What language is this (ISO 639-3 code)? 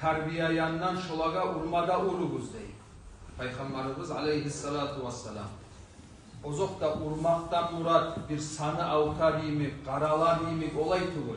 kum